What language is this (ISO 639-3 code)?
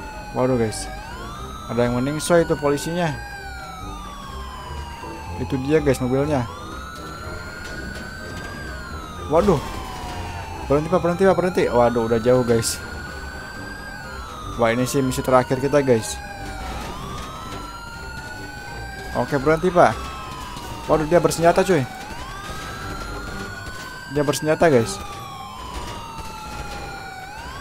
ind